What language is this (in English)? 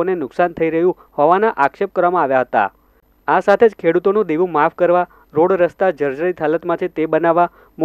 Gujarati